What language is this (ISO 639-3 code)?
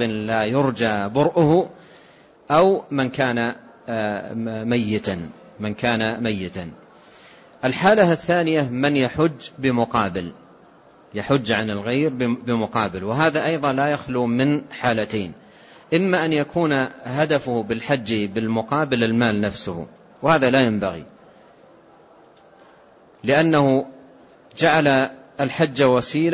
ara